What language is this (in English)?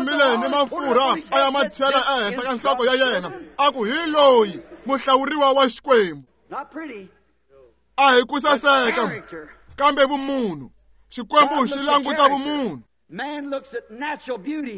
Tsonga